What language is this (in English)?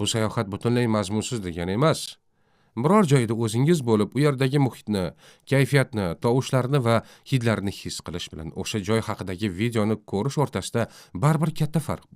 Uzbek